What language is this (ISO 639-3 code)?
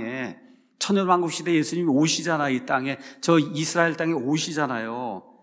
kor